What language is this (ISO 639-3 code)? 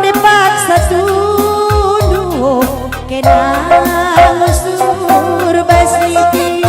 btx